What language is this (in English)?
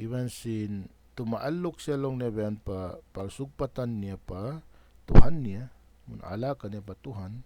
Tausug